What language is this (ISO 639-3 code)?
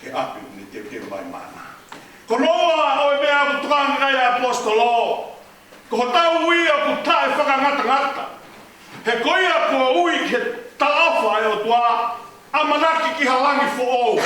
ton